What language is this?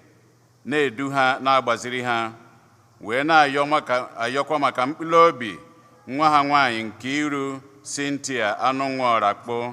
Igbo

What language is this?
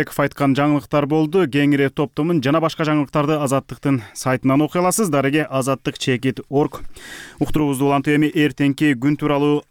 Kyrgyz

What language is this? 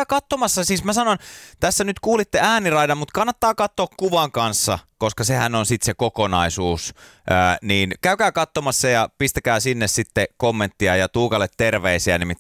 Finnish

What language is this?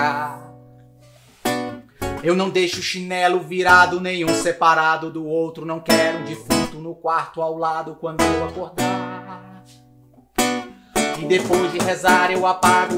Portuguese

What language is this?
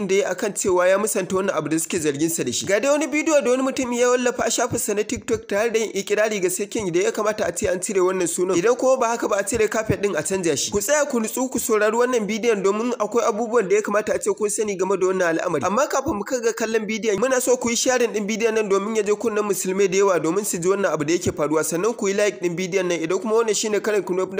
Hausa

